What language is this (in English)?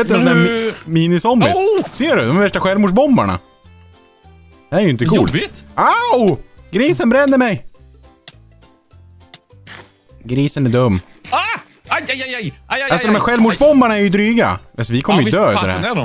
Swedish